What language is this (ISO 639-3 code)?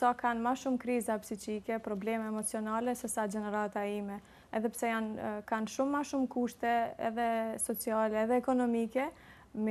sqi